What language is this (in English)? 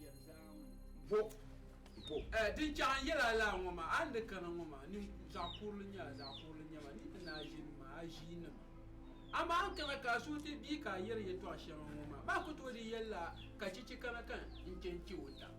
Dagbani